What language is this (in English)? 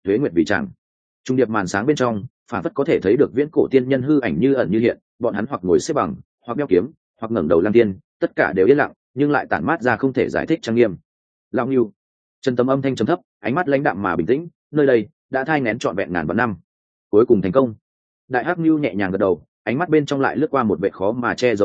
Vietnamese